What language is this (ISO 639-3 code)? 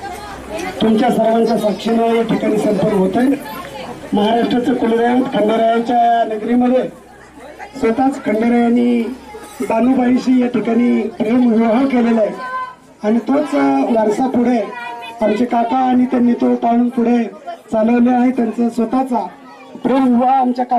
mar